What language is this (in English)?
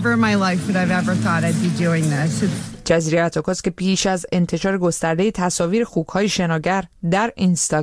Persian